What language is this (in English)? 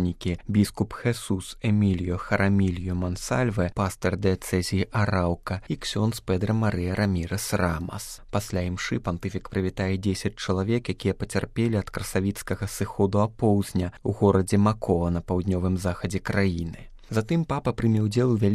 Belarusian